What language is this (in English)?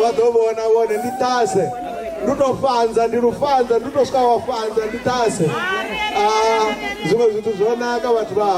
Venda